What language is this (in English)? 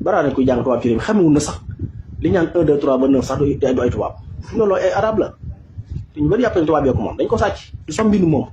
Wolof